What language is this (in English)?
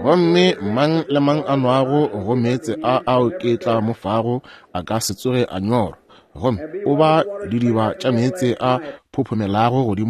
Northern Sotho